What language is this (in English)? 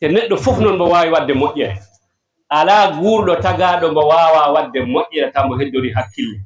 Fula